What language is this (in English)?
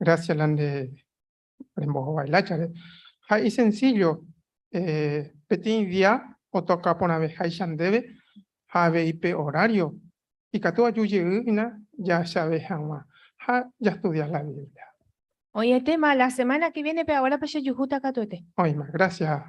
Guarani